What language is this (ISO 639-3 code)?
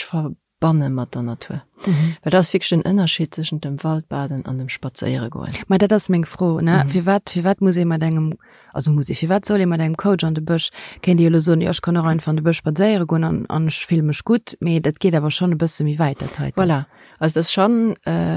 ltz